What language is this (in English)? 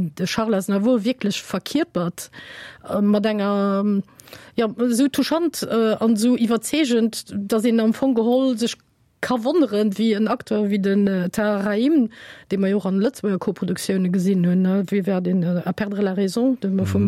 Luxembourgish